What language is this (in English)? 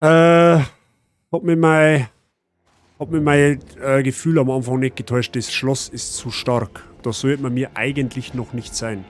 Bavarian